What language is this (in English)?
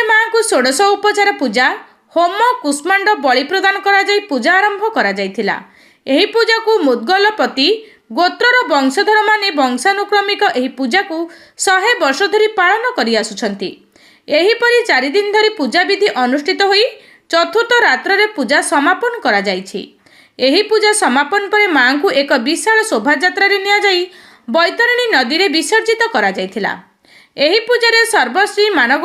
Odia